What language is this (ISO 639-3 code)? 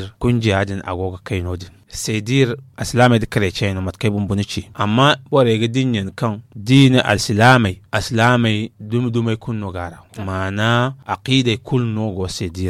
dje